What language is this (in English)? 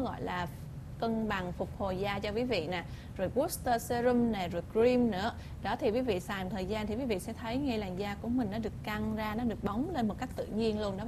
Vietnamese